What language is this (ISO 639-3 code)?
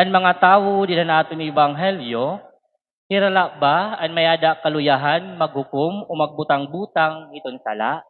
war